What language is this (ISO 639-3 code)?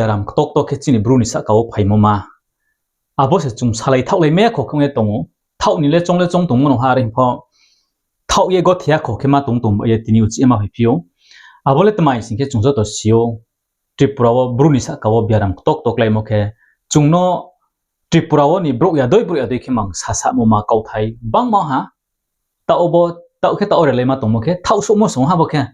ria